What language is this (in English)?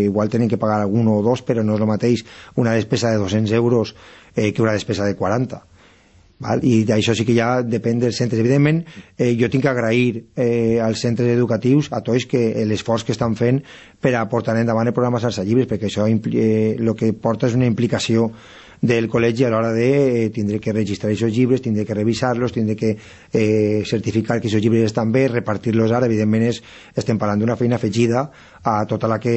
Catalan